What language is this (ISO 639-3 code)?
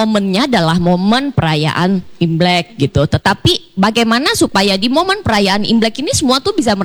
ind